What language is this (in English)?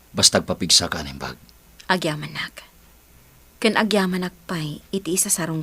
Iloko